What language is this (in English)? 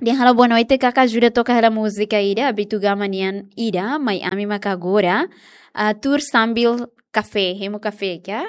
Tetum